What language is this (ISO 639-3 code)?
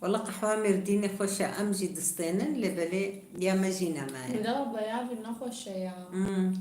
kur